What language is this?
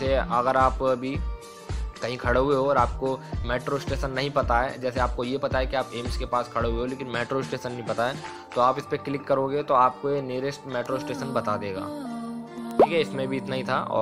Hindi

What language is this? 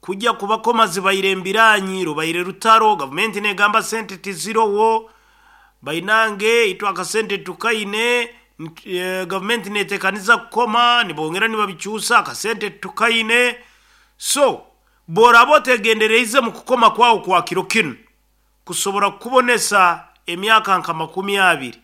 Nyoro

